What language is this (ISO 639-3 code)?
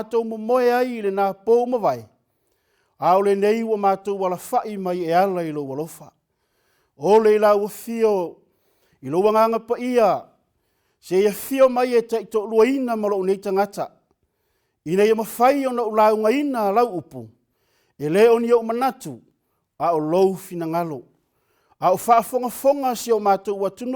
smo